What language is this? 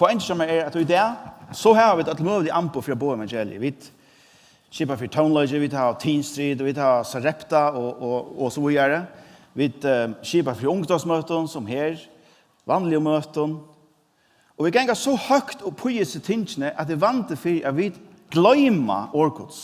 Faroese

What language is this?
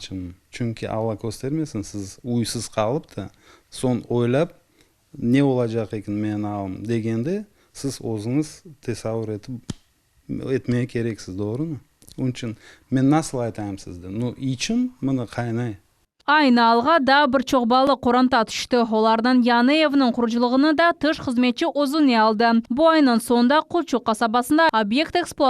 Crimean Tatar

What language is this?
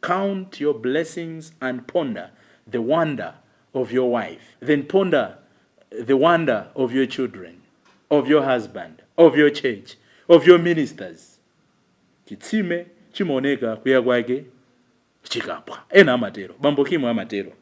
Nyanja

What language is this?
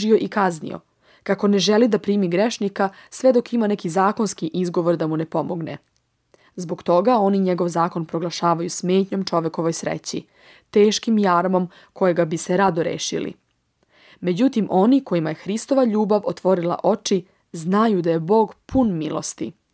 Serbian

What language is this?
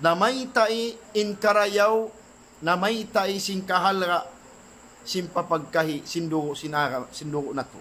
Tausug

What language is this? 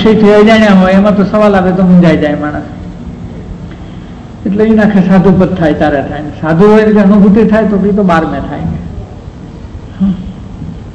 Gujarati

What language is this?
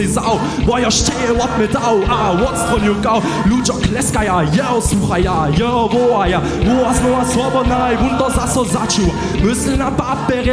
Upper Sorbian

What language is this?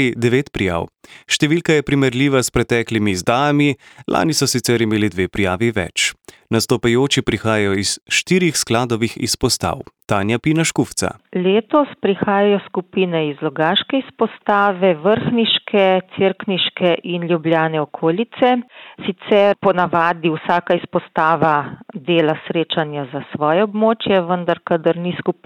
Slovenian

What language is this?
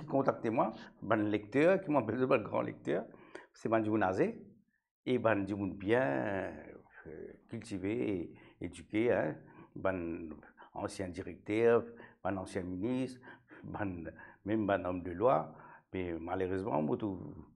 Morisyen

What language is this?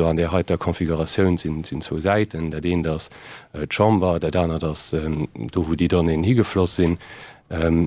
Luxembourgish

